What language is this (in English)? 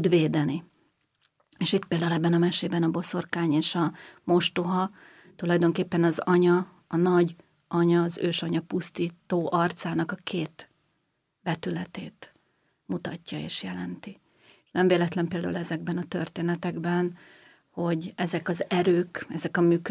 Hungarian